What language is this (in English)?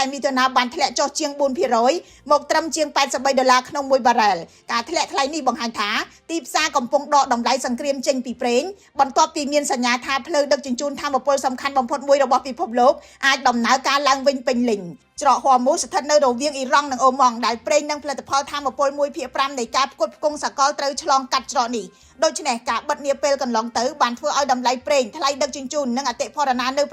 Khmer